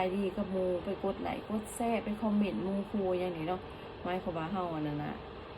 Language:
Lao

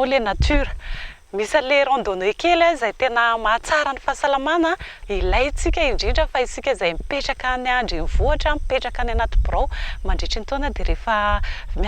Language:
Malagasy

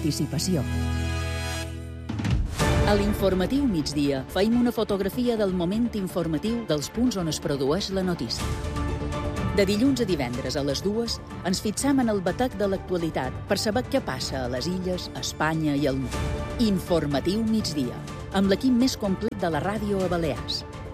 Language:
Catalan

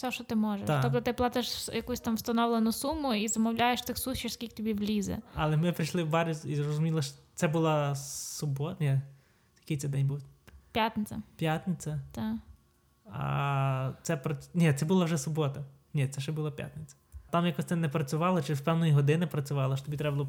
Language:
Ukrainian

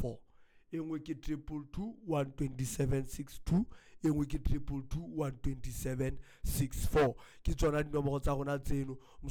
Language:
Southern Sotho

